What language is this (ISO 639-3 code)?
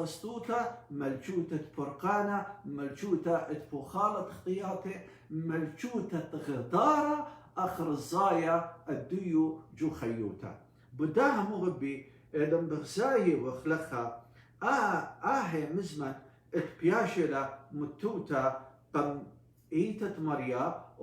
aii